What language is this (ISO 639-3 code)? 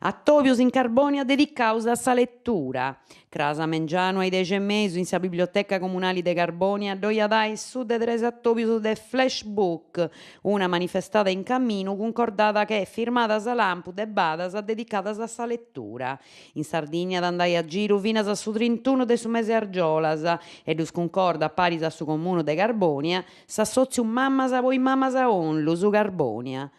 srd